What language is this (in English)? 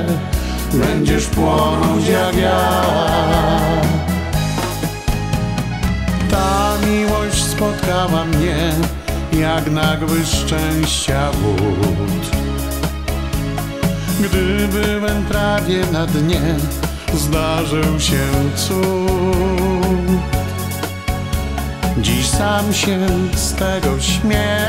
Polish